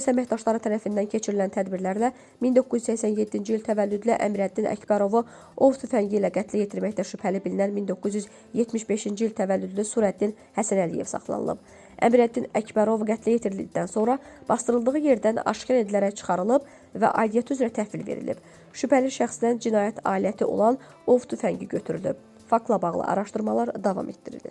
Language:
Azerbaijani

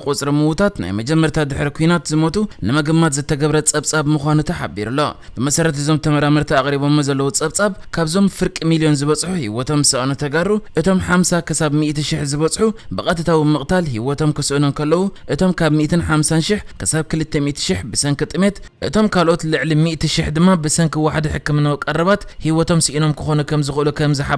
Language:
Tigrinya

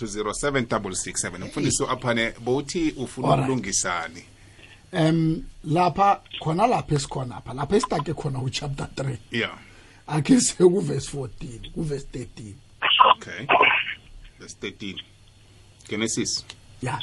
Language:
South Ndebele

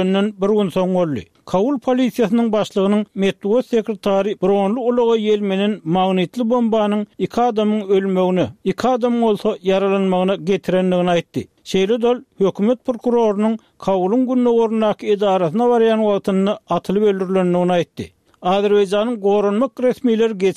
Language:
Turkmen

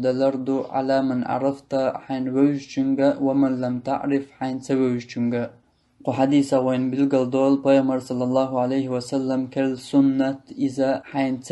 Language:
Chechen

